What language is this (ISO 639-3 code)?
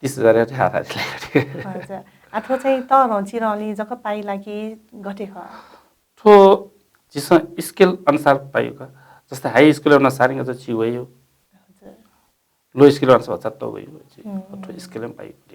new